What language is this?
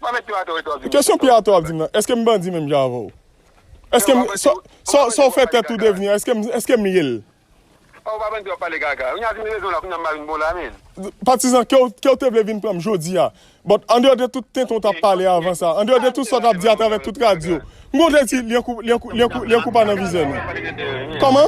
Haitian Creole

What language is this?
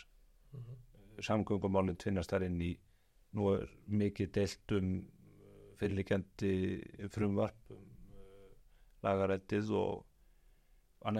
Icelandic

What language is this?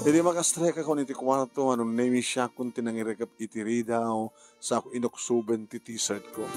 Iloko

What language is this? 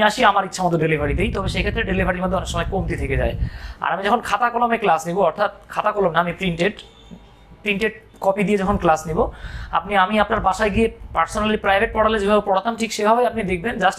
Bangla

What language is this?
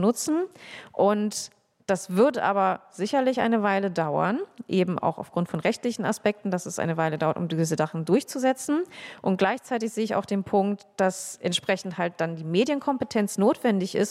German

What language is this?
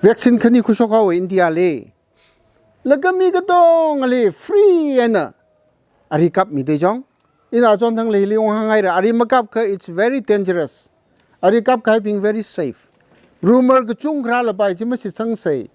Tangkhul Naga (India)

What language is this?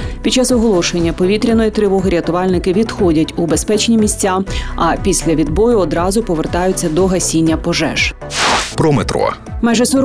Ukrainian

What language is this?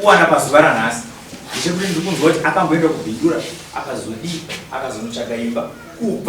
Shona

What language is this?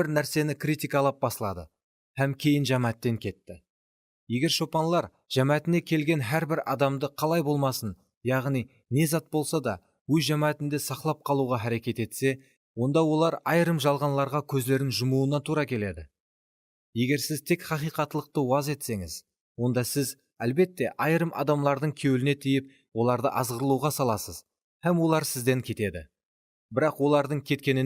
Kara-Kalpak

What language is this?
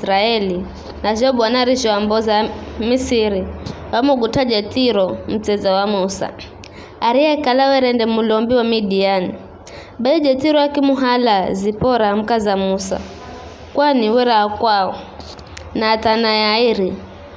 Giryama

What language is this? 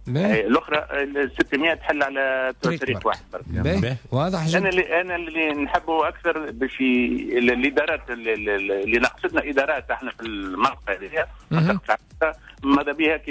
Tunisian Arabic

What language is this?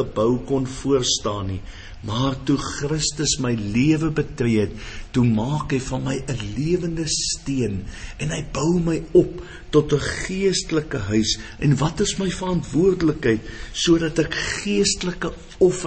Afrikaans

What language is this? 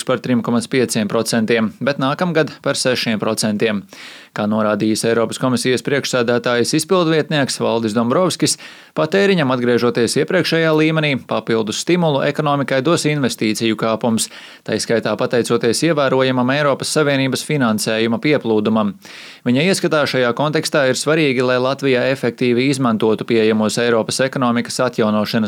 Latvian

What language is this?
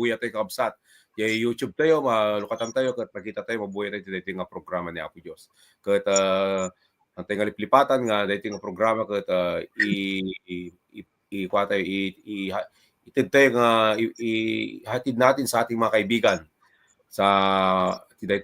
Iloko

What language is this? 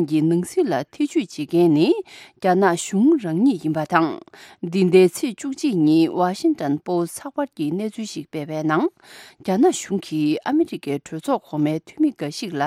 Tibetan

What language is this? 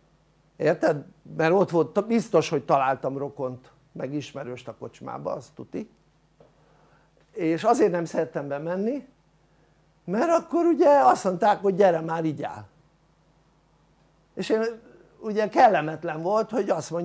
Hungarian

